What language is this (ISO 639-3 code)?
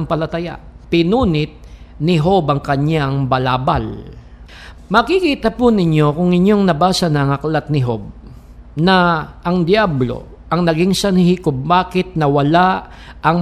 fil